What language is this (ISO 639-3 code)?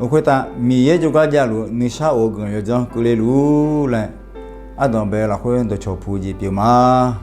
ahk